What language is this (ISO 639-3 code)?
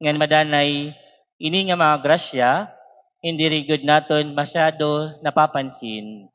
war